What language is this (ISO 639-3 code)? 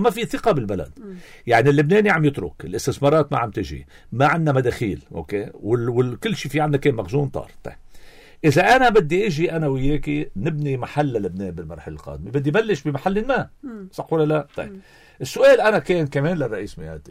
apc